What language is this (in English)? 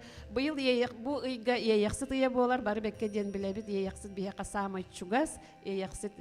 Yakut